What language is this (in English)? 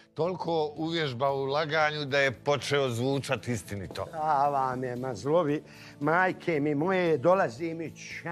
Bosnian